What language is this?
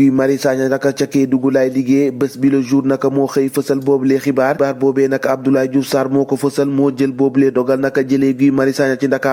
Wolof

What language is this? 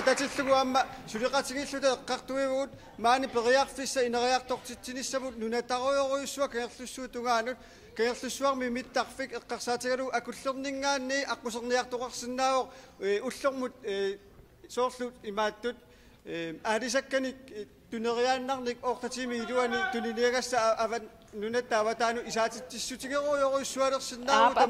Kalaallisut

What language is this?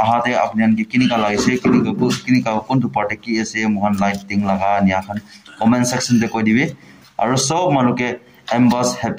Naga Pidgin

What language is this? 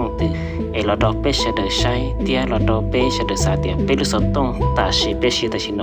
Hmong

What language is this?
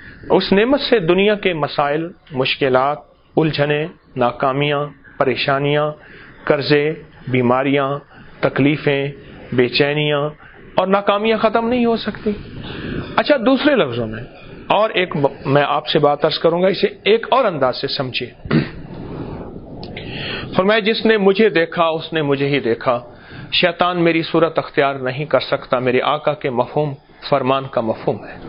Urdu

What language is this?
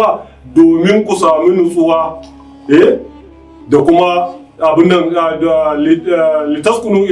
Hausa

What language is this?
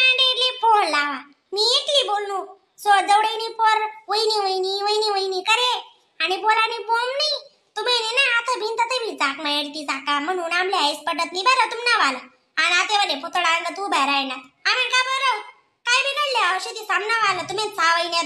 Khandesi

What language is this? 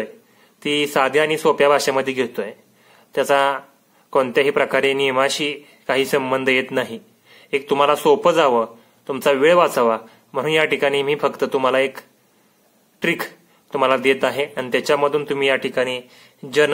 Marathi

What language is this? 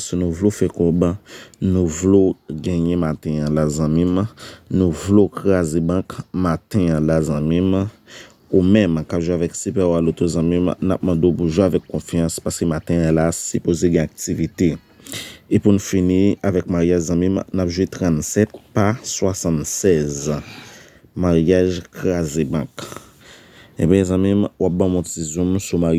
Haitian Creole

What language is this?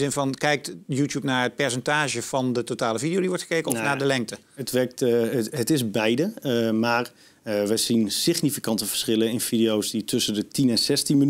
Dutch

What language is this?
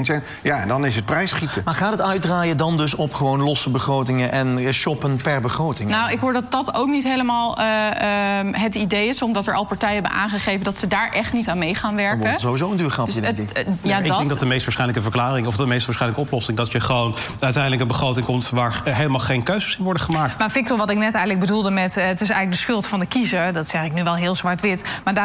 Dutch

